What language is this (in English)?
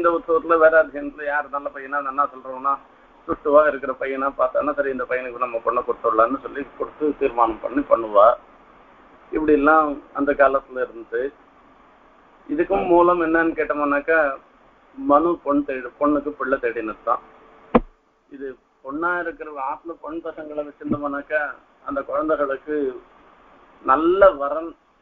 Tamil